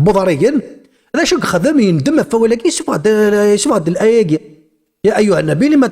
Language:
Kabyle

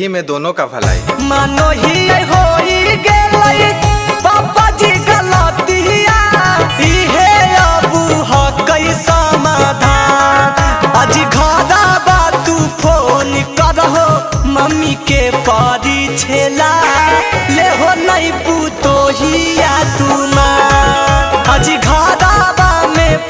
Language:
Magahi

